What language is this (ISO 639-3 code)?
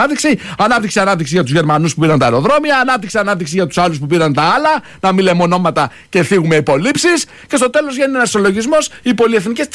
ell